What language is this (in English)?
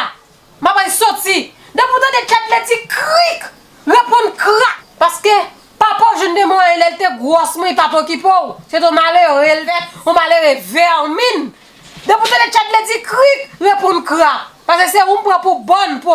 Haitian Creole